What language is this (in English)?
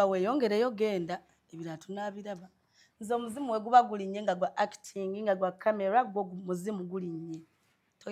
Ganda